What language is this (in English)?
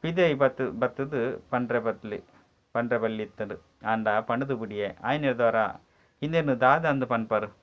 Tulu